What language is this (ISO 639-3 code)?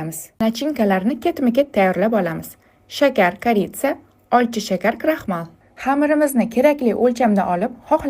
uzb